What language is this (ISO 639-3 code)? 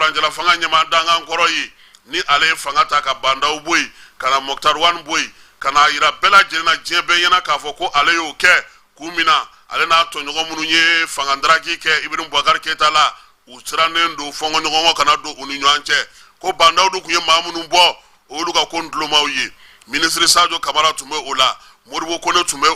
bam